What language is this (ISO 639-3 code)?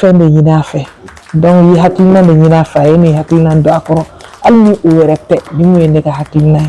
bam